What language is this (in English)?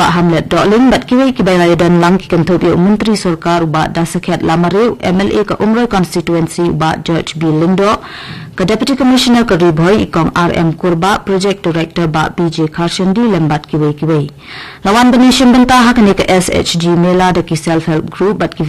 Khasi